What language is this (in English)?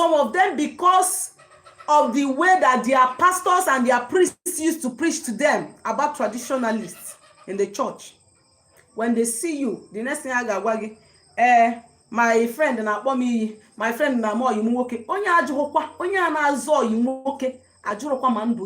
Igbo